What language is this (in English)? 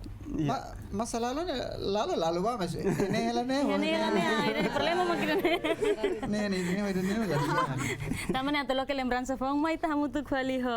Tetum